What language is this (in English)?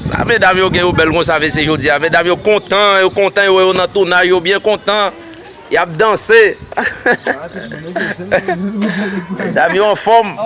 Haitian Creole